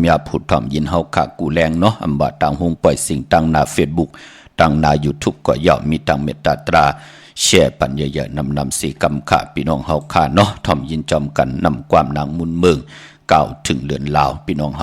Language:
Shan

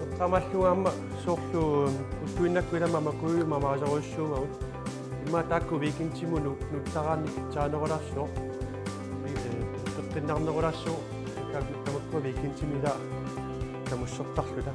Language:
Kalaallisut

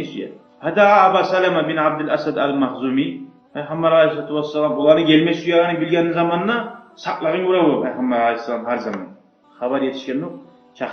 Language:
Kumyk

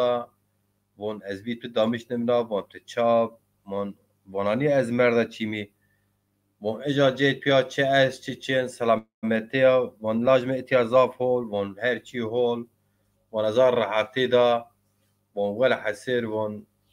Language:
Zaza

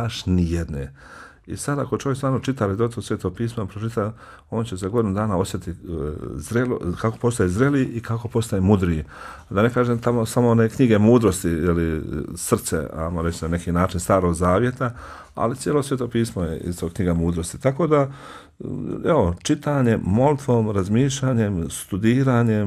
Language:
Bosnian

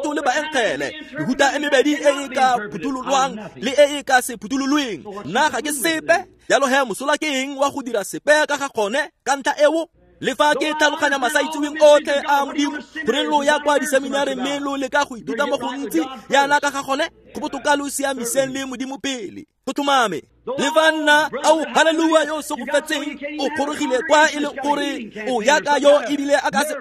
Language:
Tswana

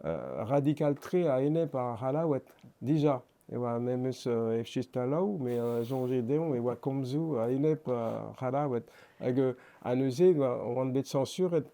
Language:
Breton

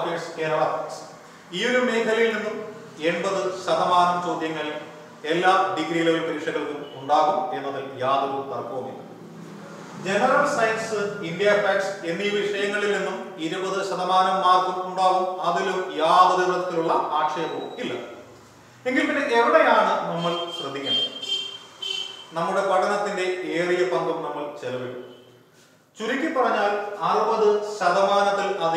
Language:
Malayalam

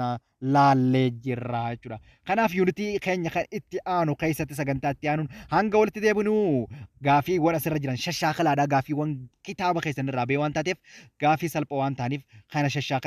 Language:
Oromo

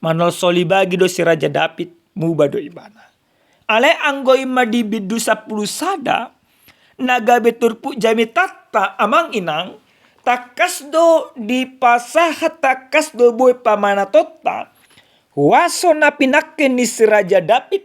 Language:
Batak Toba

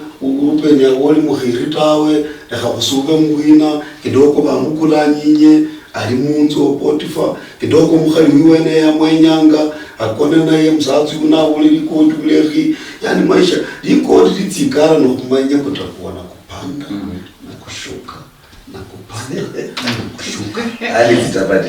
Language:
Luyia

